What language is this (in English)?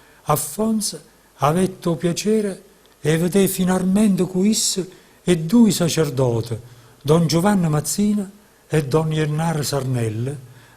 Neapolitan